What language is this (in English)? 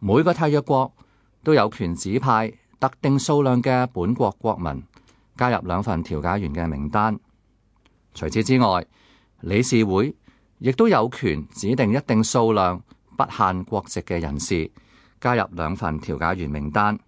Cantonese